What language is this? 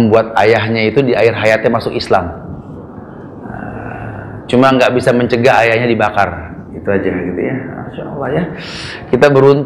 Indonesian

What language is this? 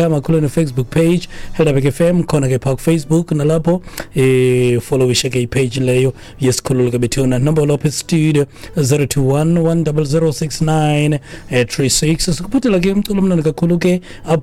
Xhosa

